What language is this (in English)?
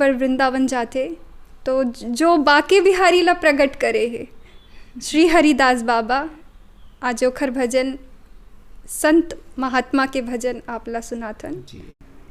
Chhattisgarhi